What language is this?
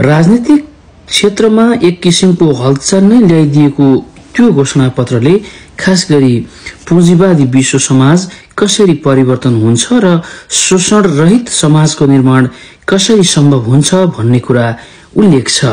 Nepali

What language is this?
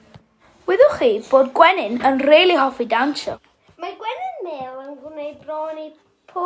Welsh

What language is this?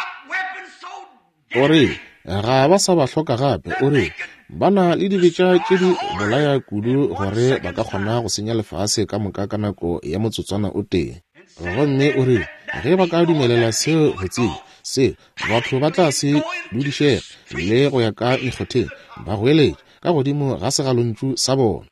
Northern Sotho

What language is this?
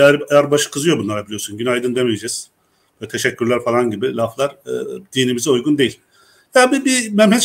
Turkish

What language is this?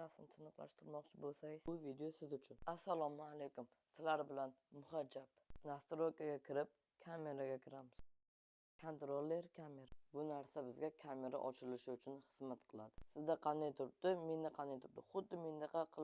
Uzbek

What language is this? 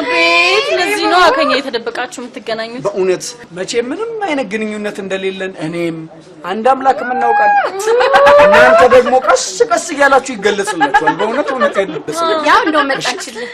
Amharic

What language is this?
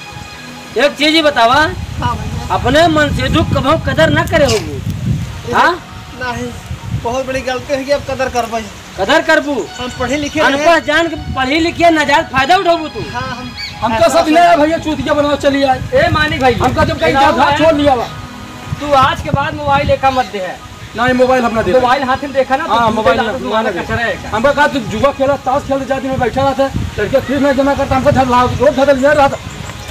Awadhi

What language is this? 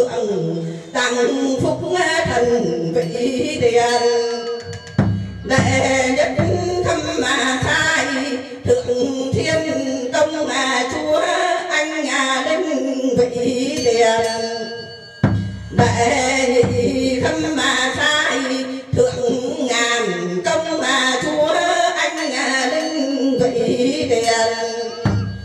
Vietnamese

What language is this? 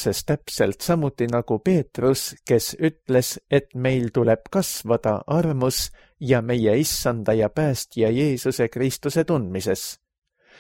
Estonian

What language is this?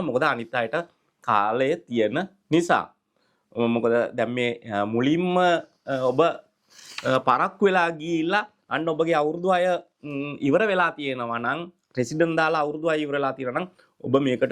Sinhala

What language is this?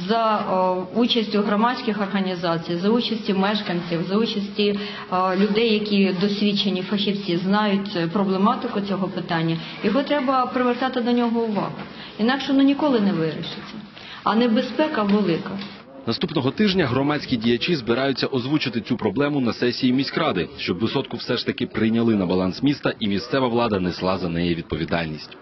Ukrainian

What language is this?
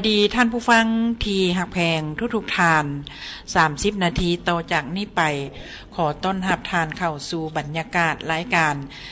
Lao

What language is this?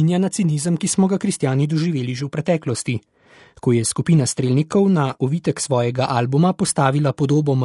Slovenian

